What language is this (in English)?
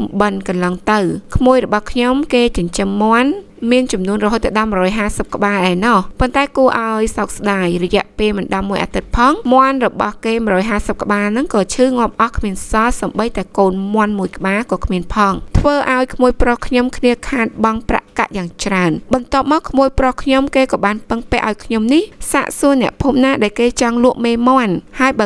Khmer